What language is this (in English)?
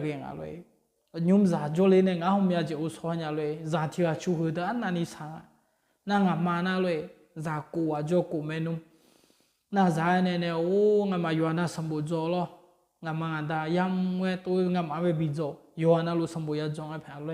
Akha